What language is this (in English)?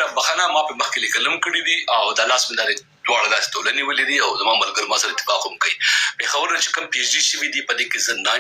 Pashto